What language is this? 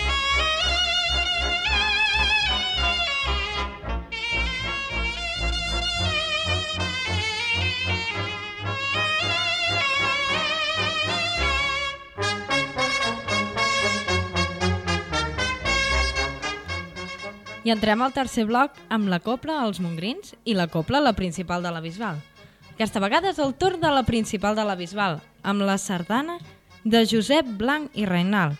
Catalan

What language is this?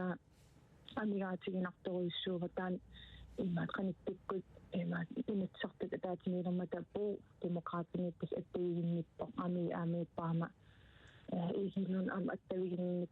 Kalaallisut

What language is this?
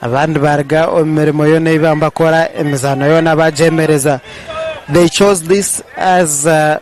Nyankole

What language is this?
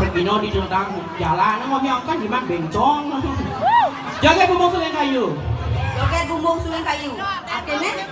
Balinese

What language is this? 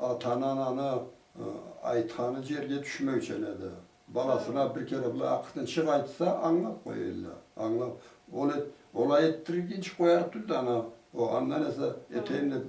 Karachay-Balkar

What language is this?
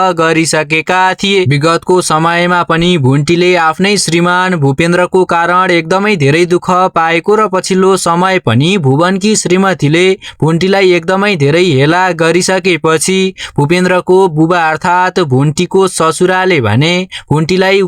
Nepali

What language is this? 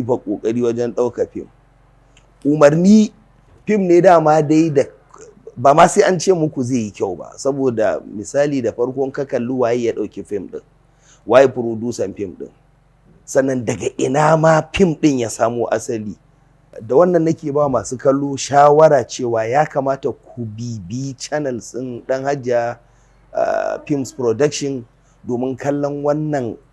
Hausa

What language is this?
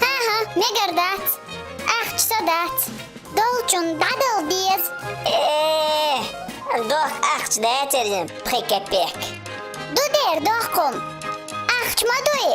Chechen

